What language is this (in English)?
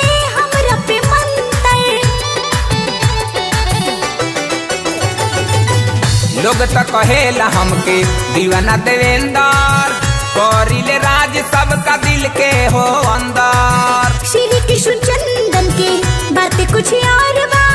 Bhojpuri